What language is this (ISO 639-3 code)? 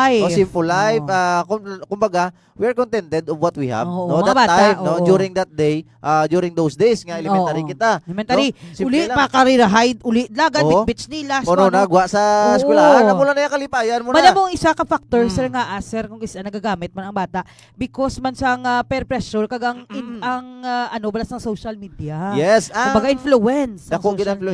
hil